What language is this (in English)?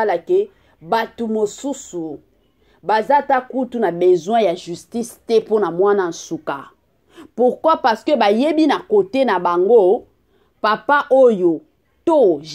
Lingala